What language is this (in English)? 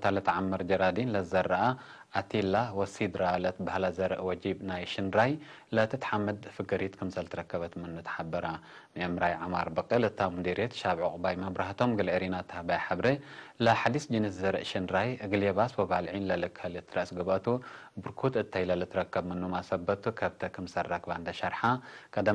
Tigre